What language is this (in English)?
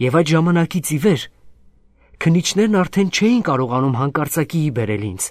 Armenian